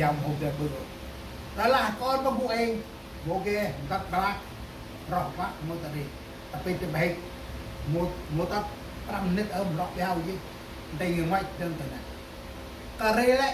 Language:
Central Mnong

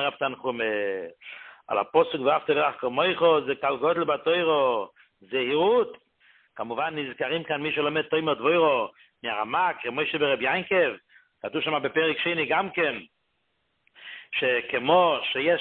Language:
Hebrew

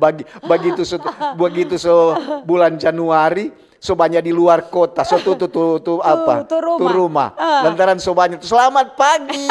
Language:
Manado Malay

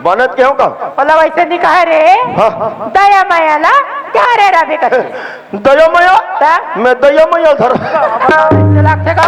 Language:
Chhattisgarhi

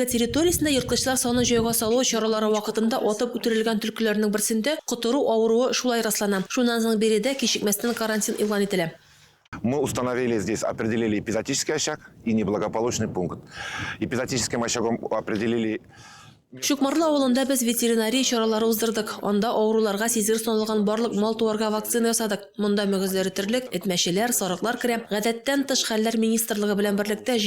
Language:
Tatar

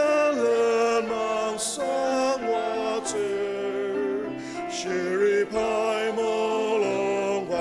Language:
Ao Naga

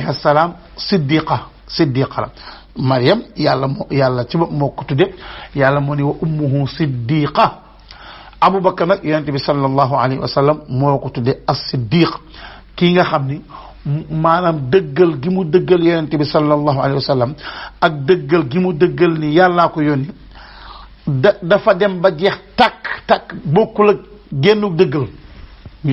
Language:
Wolof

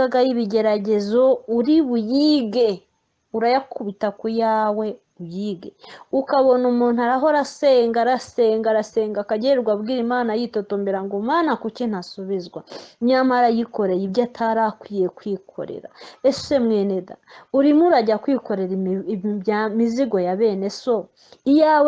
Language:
Kinyarwanda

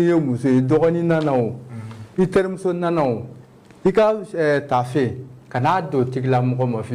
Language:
Bambara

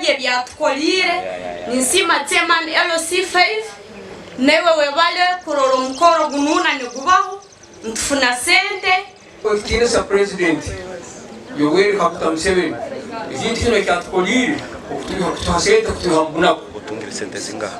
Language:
Nyankole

